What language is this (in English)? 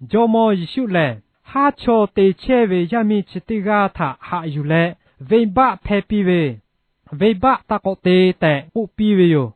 Lahu